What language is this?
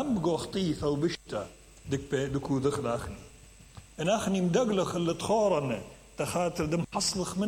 Mesopotamian Arabic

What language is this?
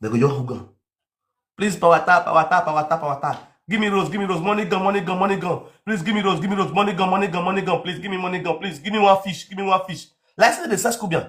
Nigerian Pidgin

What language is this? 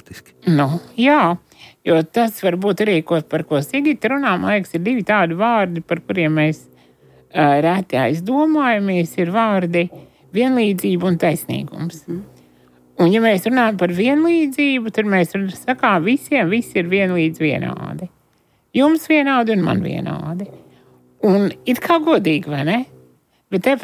Latvian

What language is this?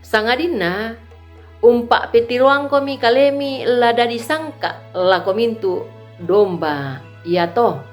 Toraja-Sa'dan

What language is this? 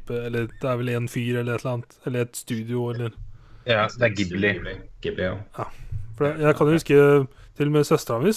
Norwegian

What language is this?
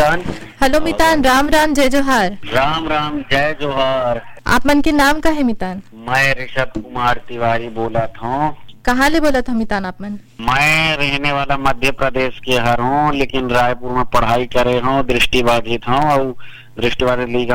Chhattisgarhi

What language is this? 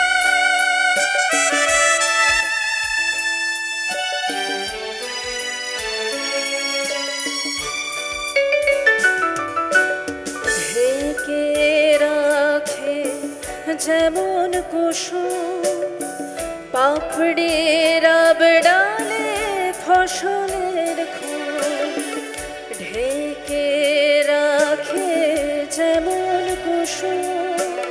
Bangla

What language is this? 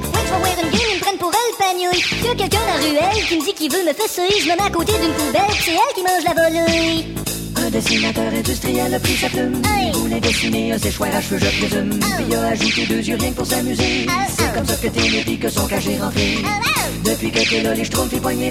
French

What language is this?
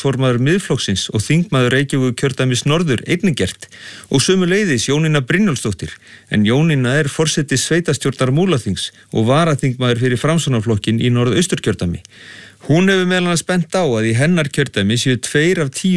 Icelandic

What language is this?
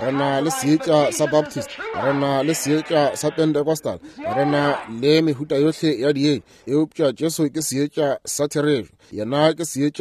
Northern Sotho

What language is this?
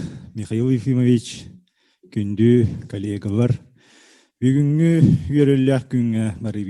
Yakut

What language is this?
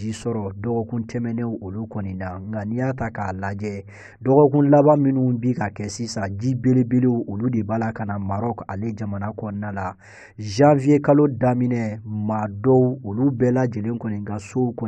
Bambara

